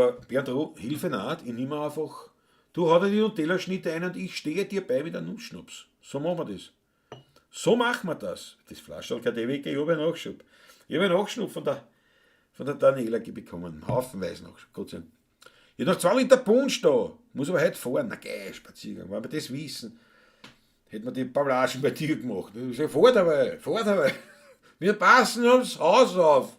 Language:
Bavarian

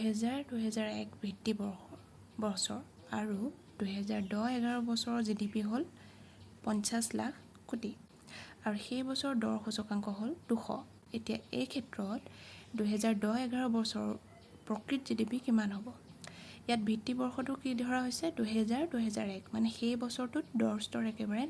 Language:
Assamese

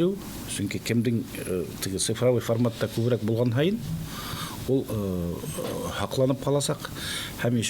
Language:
Bashkir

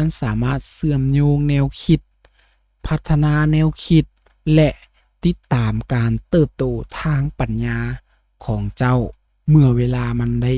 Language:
Lao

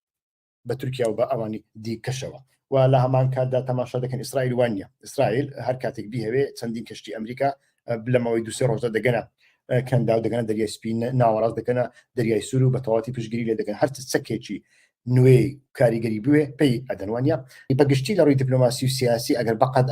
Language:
Central Kurdish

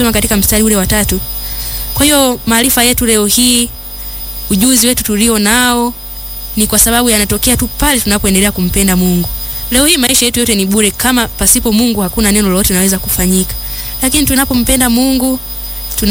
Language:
Swahili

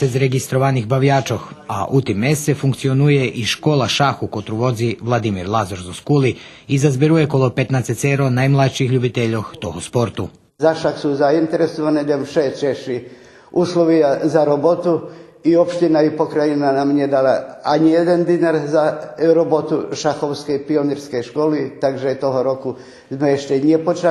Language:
Rusyn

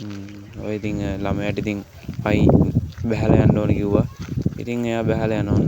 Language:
Sinhala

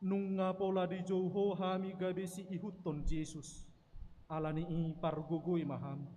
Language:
Batak Toba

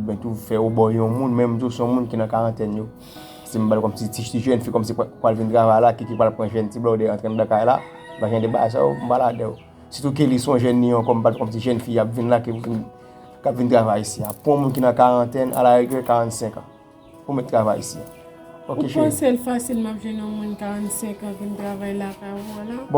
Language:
Haitian Creole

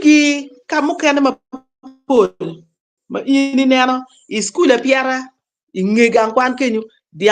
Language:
Acoli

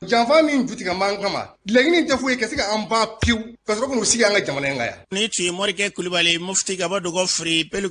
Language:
Bambara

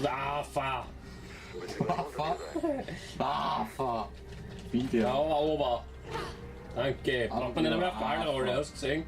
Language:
Bavarian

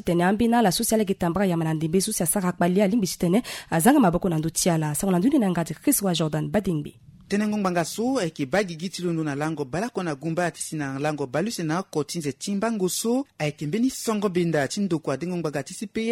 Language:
Sango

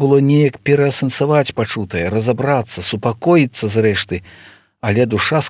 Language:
Belarusian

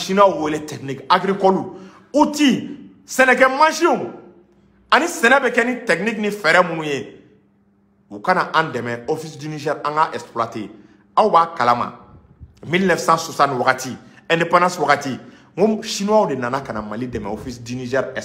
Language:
Bambara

